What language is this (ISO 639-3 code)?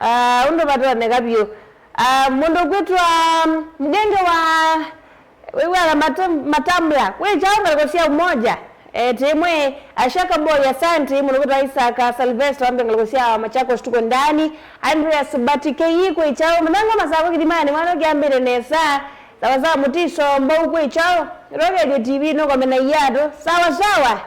kam